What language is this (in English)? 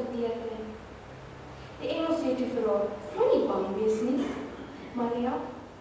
Afrikaans